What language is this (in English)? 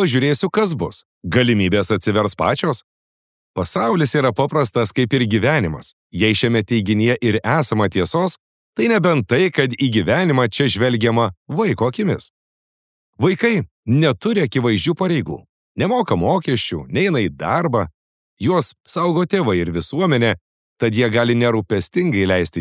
Lithuanian